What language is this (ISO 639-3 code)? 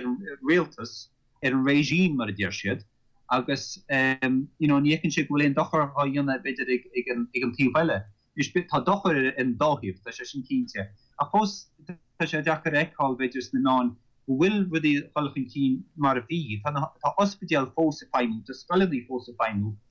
gle